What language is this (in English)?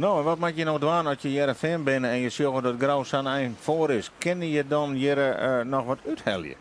Western Frisian